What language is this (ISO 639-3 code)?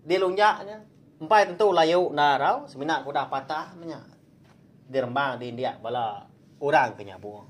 iba